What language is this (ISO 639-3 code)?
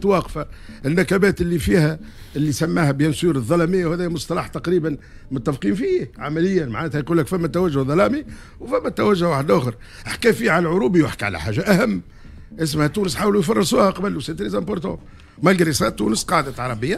aeb